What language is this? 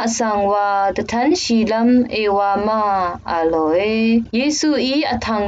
Rawang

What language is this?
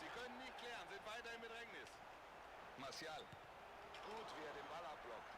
Bavarian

